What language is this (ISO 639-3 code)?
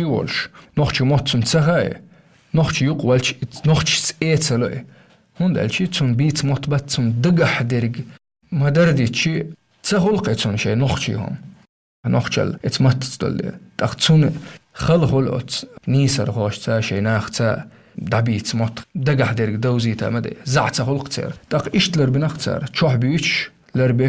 che